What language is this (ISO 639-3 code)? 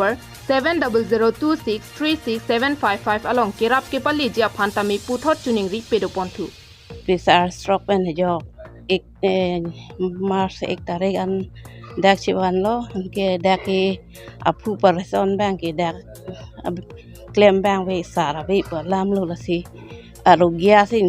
mjw